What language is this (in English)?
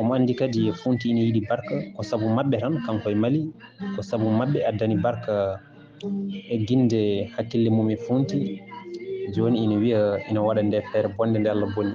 Fula